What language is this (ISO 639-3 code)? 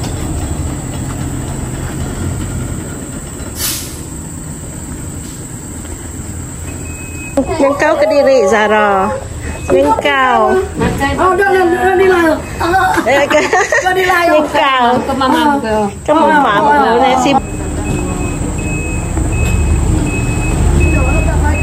msa